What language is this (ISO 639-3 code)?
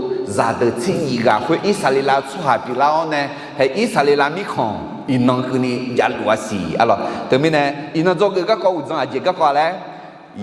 ahk